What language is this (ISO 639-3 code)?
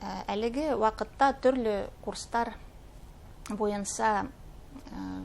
bak